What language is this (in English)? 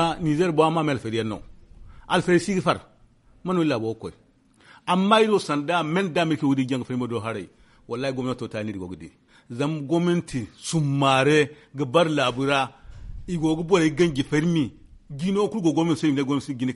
Zarma